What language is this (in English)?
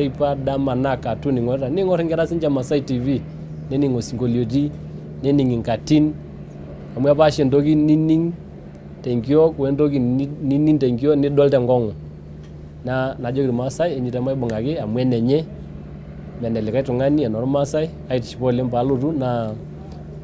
Masai